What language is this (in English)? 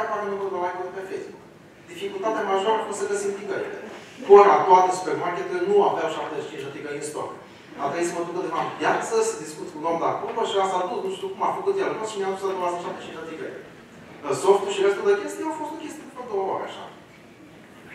Romanian